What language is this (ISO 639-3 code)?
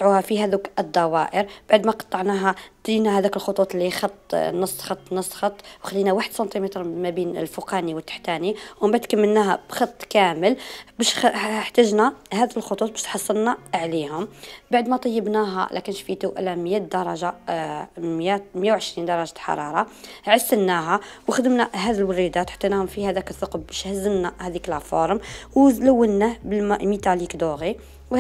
arq